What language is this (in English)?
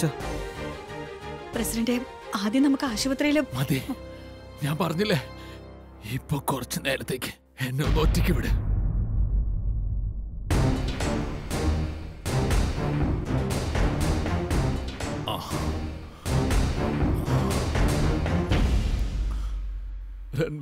Malayalam